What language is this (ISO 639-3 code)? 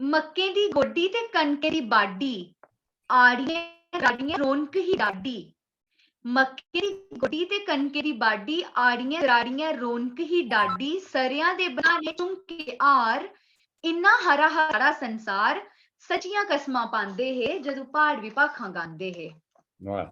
doi